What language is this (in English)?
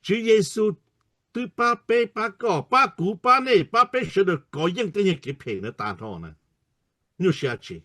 Hmong